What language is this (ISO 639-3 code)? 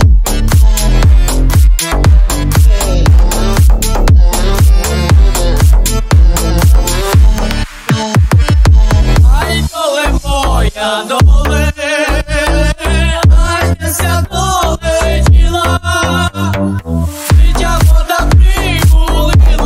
ukr